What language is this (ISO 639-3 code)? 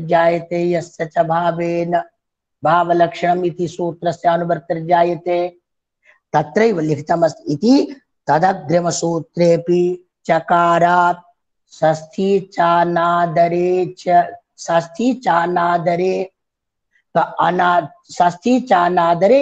san